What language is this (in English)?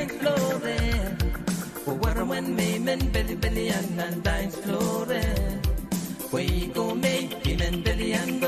Pohnpeian